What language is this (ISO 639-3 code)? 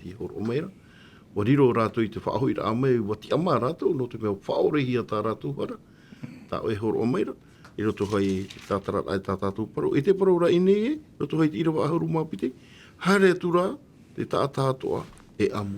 tah